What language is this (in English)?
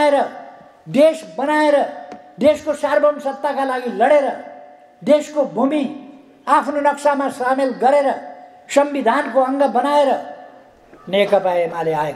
Nepali